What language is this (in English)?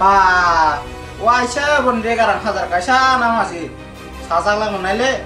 Kok Borok